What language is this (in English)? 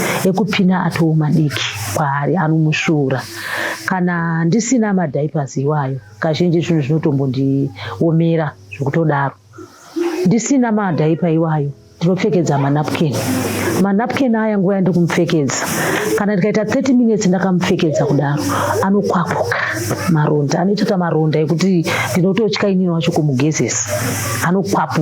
Shona